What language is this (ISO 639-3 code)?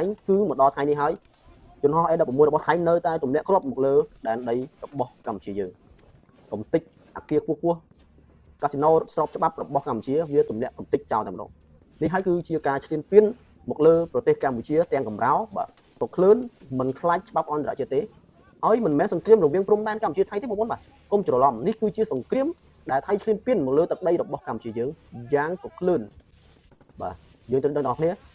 khm